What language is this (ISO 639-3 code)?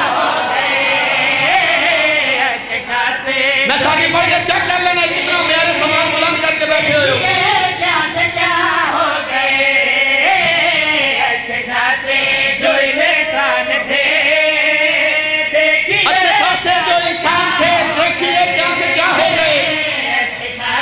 urd